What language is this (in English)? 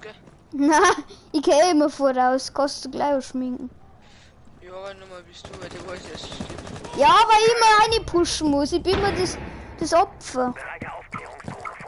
Bavarian